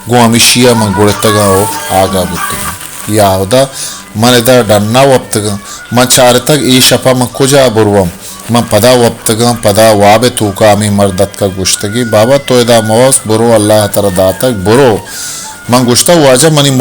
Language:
Baluchi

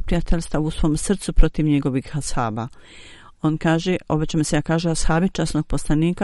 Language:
Bosnian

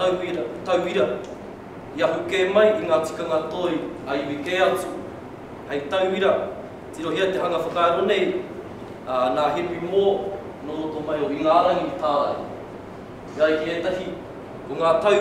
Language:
Māori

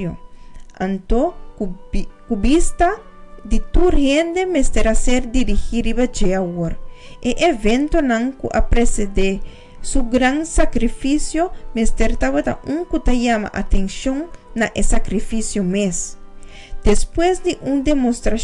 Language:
Papiamento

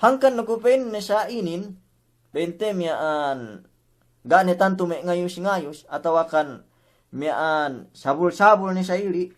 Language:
Yakan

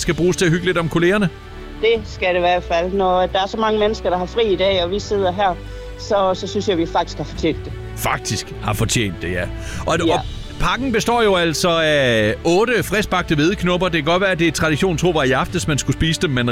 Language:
Danish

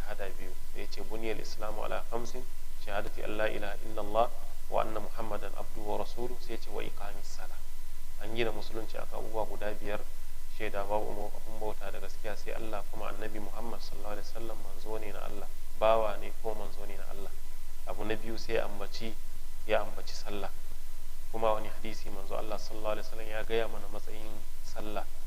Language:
Hausa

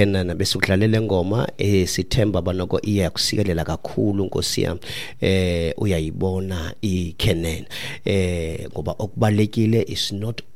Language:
Xhosa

